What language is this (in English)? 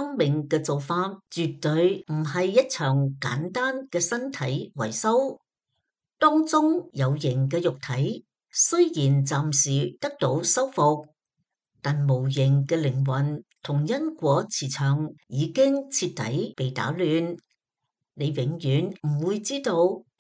Cantonese